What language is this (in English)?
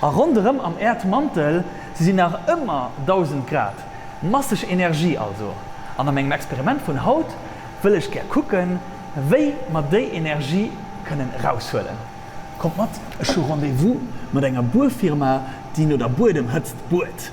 Luxembourgish